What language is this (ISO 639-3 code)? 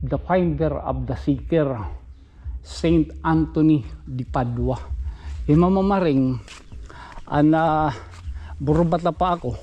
war